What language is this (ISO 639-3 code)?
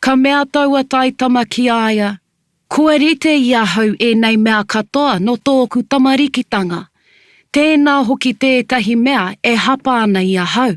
mri